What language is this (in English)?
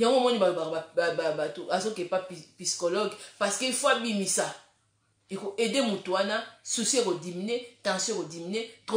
Lingala